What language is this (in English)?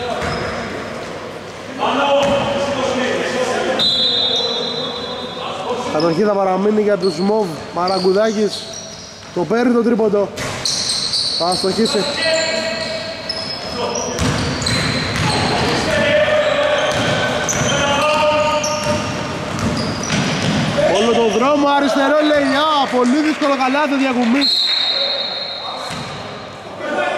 Greek